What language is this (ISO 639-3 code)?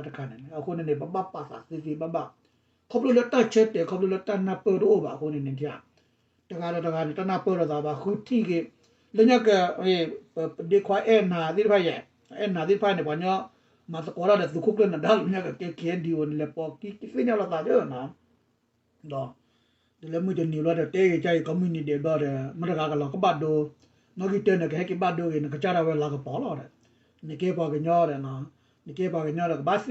ksw